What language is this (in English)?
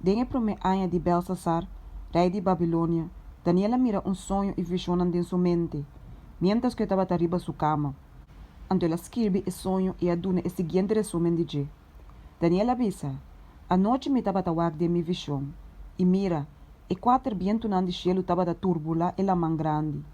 Papiamento